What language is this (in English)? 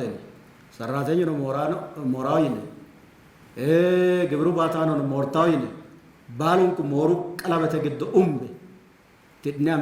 Sidamo